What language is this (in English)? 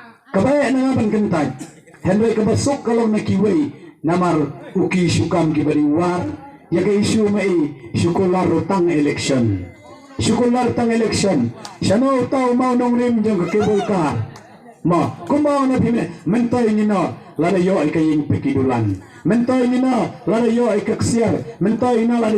Khasi